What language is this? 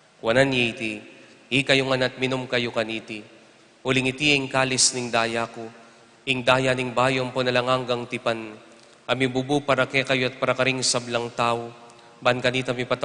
Pampanga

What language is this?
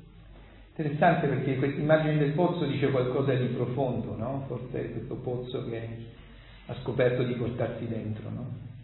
Italian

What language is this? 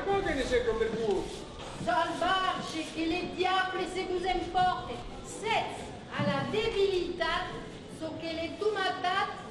Occitan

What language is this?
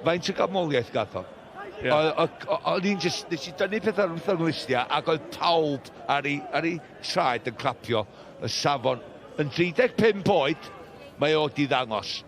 Welsh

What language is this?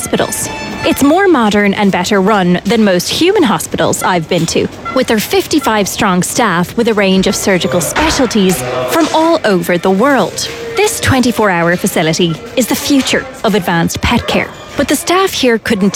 English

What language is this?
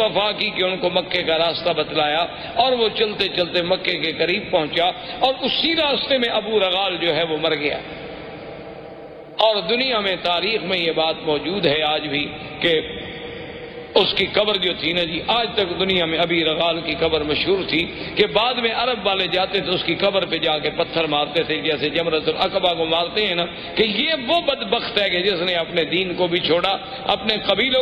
Urdu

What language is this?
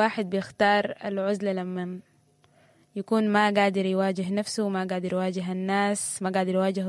Sudanese Arabic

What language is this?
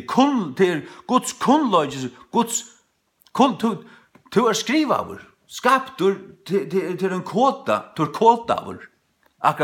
Faroese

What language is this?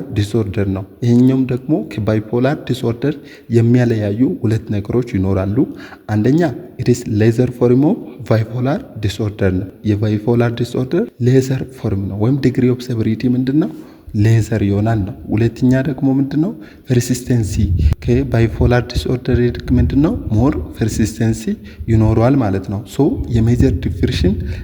Amharic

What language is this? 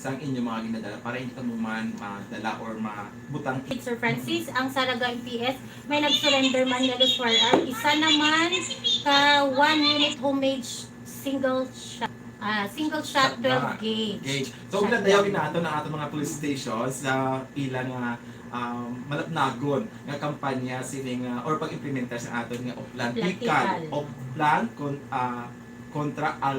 Hiligaynon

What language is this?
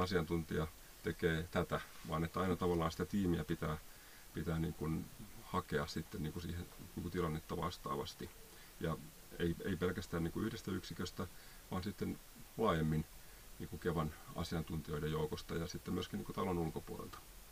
Finnish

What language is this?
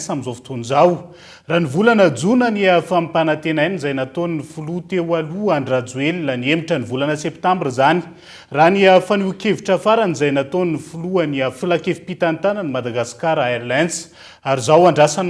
Malagasy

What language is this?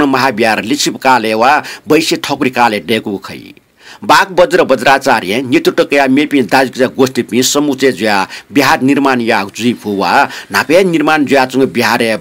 Newari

